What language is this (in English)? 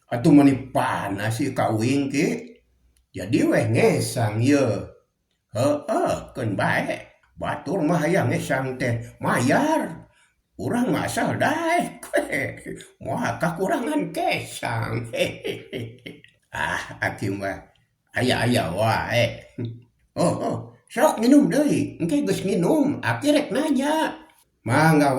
Sundanese